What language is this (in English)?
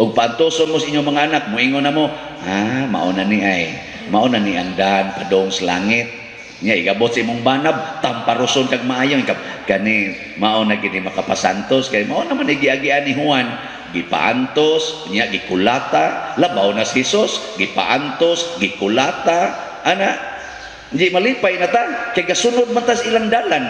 Cebuano